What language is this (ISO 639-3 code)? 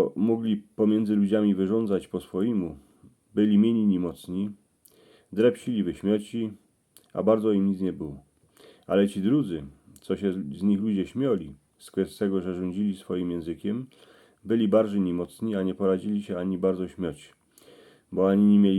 szl